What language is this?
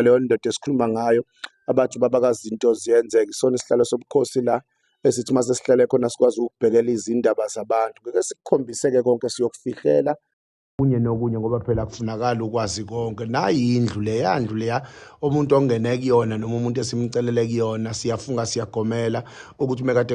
Zulu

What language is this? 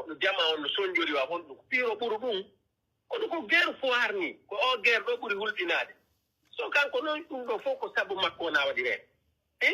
Pular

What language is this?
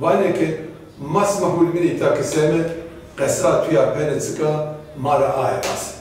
Zaza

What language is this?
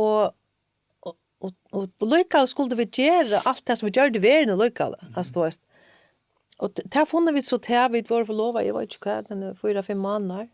Faroese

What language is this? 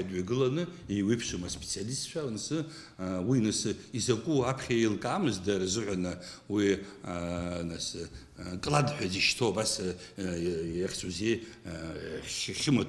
Abkhazian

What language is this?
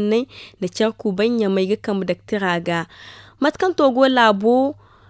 Zarma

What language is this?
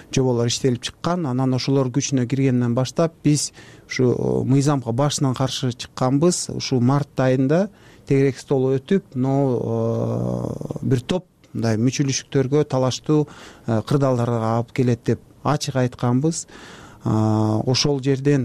Kyrgyz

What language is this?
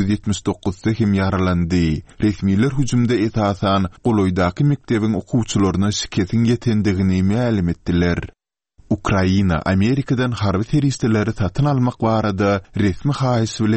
Turkmen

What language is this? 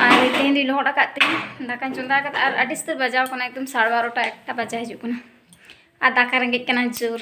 Santali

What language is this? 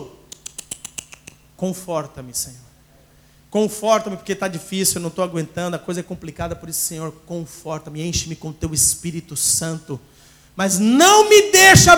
Portuguese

